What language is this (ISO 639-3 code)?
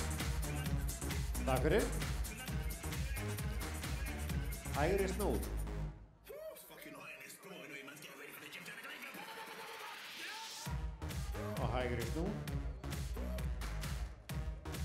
isl